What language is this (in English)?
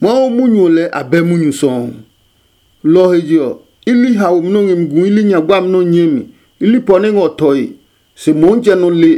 Adangme